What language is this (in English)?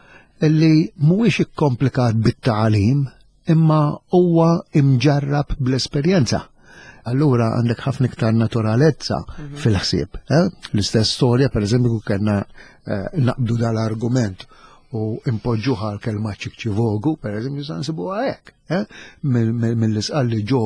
Maltese